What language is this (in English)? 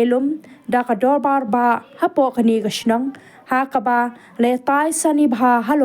Khasi